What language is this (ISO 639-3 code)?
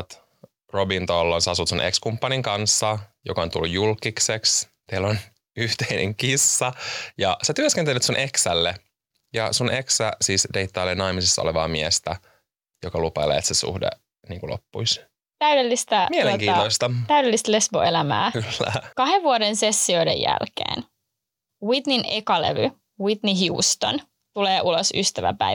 fin